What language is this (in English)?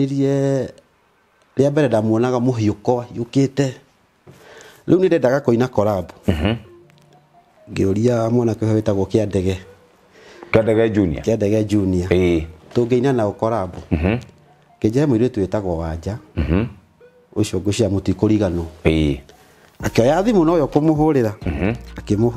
Kikuyu